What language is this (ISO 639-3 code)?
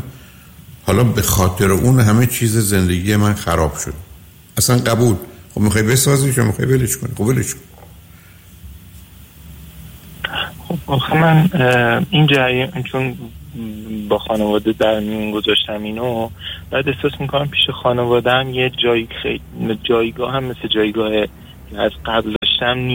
fas